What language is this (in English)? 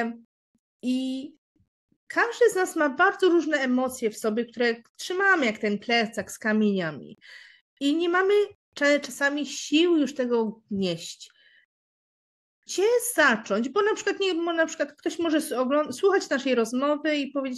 Polish